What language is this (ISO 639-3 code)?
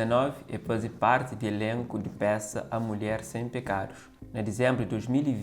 kea